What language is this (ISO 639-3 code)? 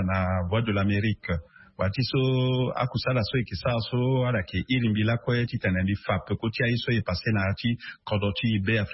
sag